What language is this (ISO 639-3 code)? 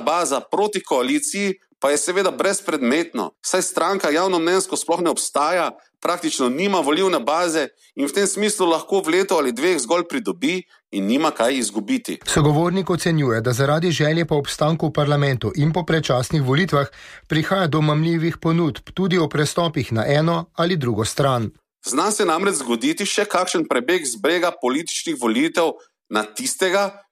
slv